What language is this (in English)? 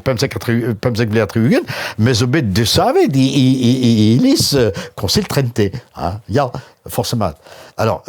Breton